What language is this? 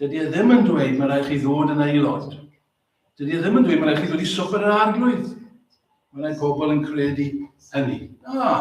Welsh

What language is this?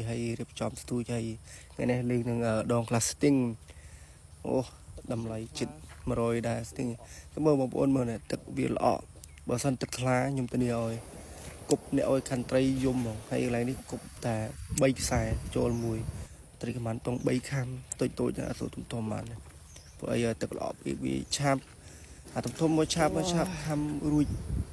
Khmer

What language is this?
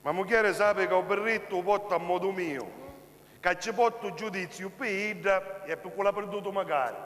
Sicilian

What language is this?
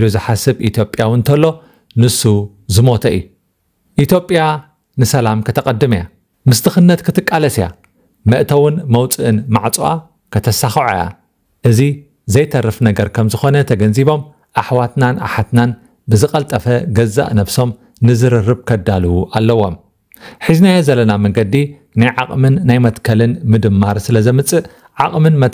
Tigrinya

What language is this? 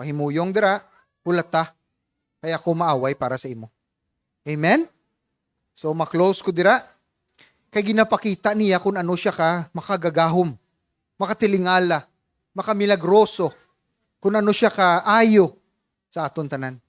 Hiligaynon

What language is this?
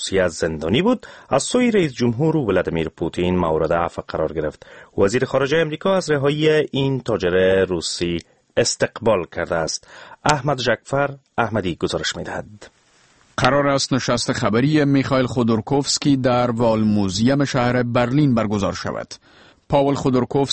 Persian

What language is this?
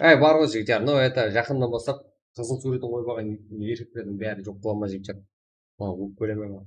Kara-Kalpak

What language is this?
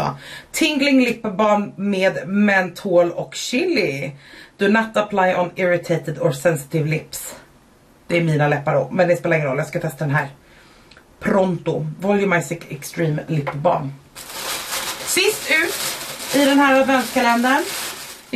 Swedish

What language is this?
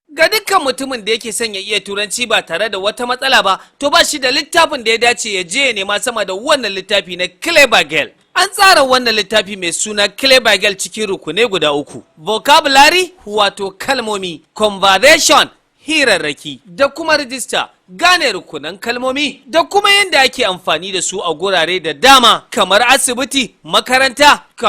Hausa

